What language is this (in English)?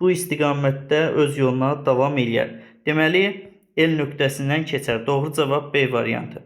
Azerbaijani